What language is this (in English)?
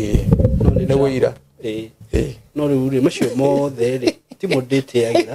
Kikuyu